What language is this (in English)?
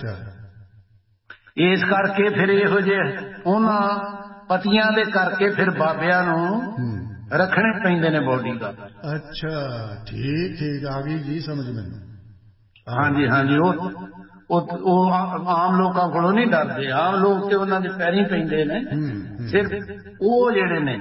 Punjabi